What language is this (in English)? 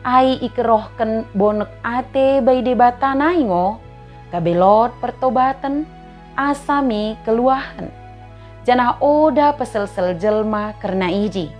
Batak Dairi